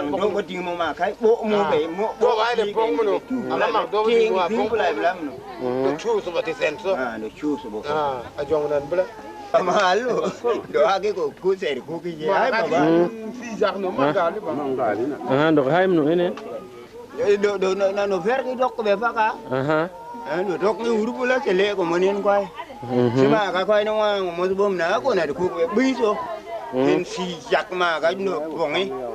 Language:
Tupuri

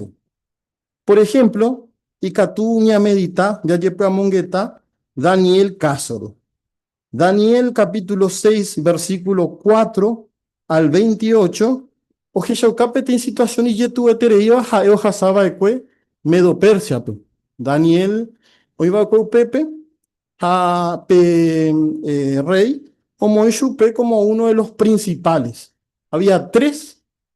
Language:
Guarani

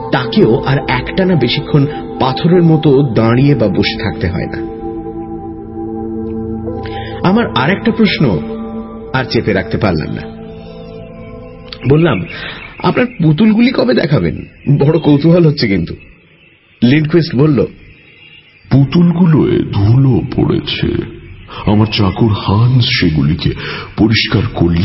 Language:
Bangla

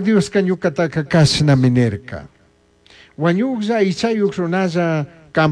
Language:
Chimborazo Highland Quichua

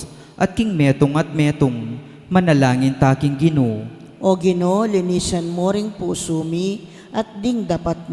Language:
Pampanga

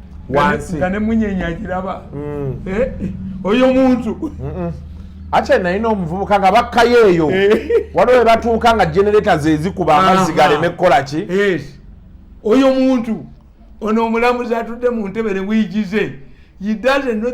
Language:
Ganda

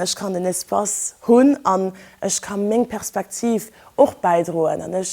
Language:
Luxembourgish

